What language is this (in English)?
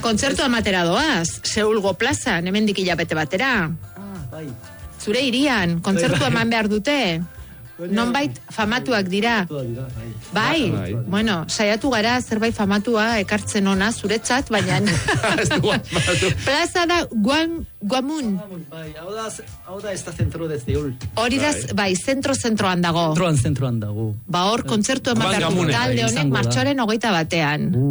Basque